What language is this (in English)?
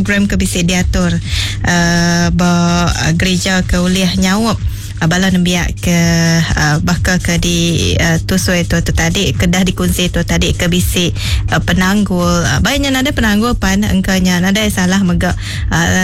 Iban